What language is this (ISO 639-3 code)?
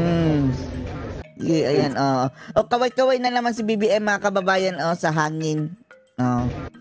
fil